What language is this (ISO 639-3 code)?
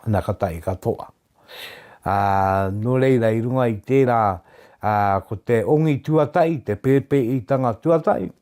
mri